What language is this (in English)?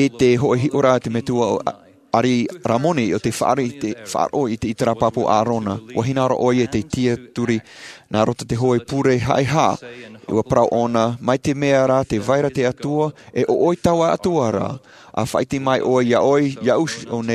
Tahitian